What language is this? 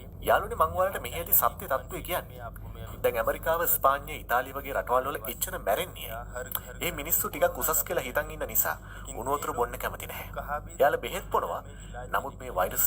Sinhala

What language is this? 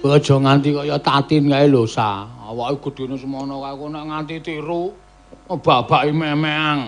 Javanese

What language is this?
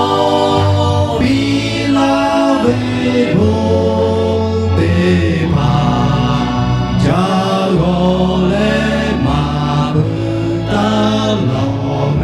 Lahu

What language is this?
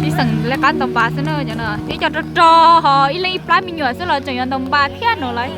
Hmong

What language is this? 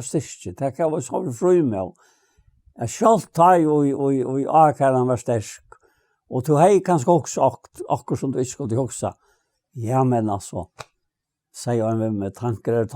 Faroese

